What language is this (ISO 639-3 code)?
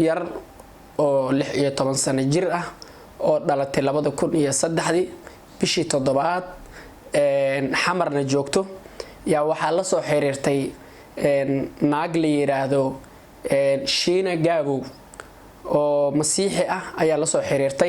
som